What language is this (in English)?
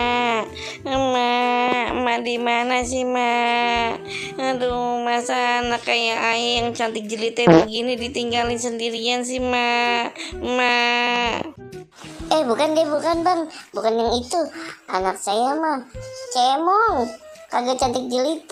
Betawi